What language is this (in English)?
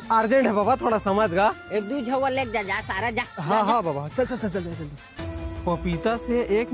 Chhattisgarhi